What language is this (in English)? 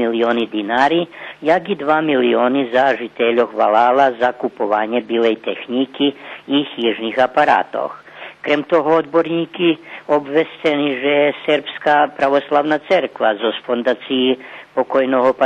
Rusyn